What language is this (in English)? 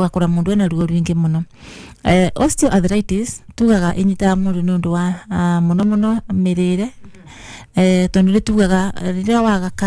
Kikuyu